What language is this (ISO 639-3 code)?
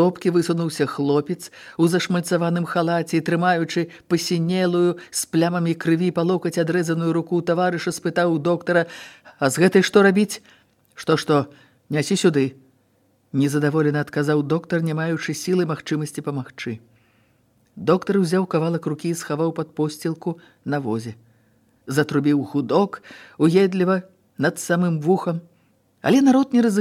bel